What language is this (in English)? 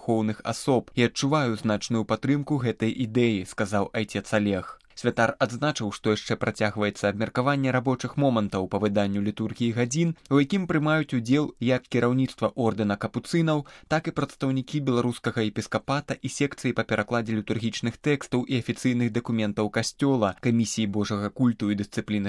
Belarusian